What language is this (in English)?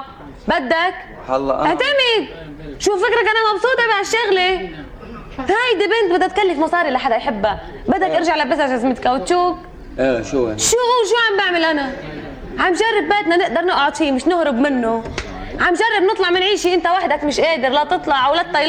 North Levantine Arabic